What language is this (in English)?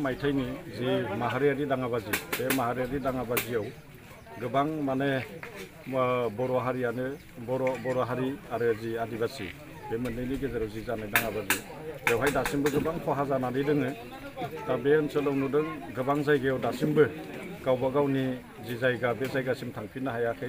Bodo